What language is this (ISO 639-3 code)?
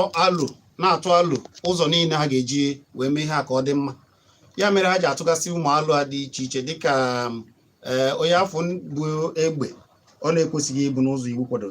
ibo